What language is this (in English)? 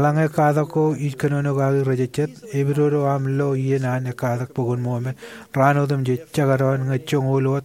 Marshallese